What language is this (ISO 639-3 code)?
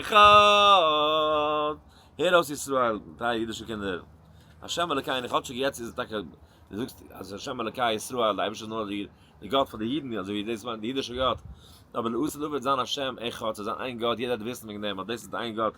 yid